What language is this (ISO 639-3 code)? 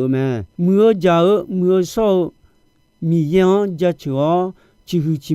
ahk